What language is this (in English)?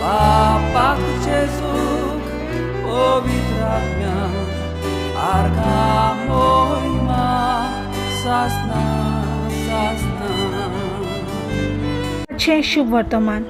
Konkani